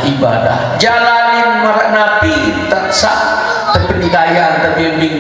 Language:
Sasak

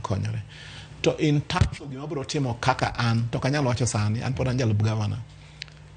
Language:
Luo (Kenya and Tanzania)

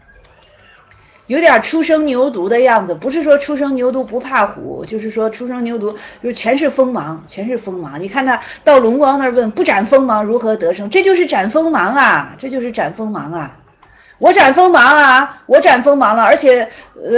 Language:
Chinese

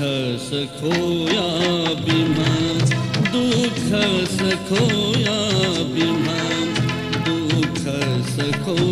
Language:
Newari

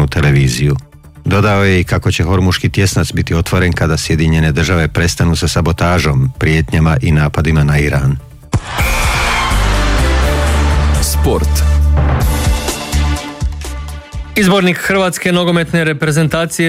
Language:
Croatian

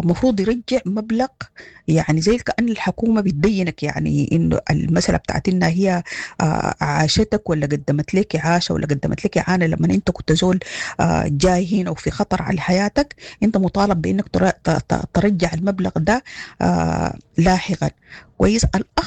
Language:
Sudanese Arabic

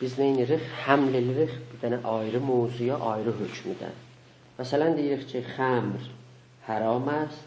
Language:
South Azerbaijani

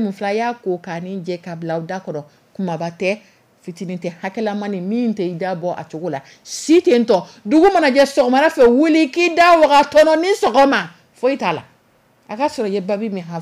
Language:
Dyula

